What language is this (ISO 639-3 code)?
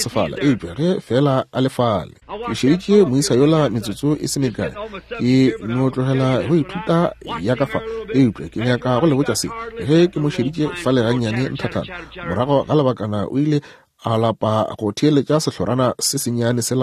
nso